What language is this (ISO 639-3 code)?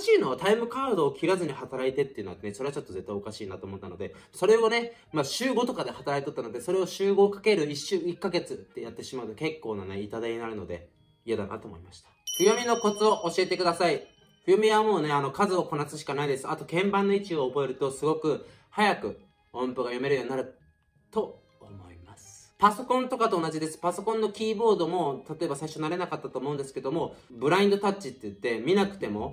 jpn